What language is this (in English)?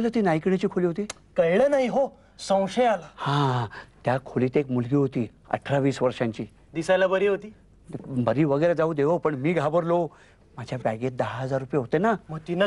Marathi